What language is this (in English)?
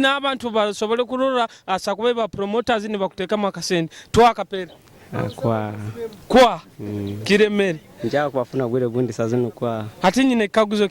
Nyoro